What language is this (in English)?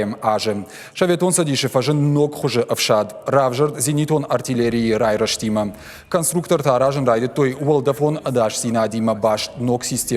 Ossetic